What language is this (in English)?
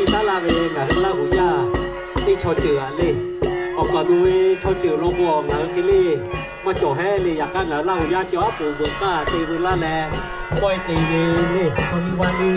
Lahu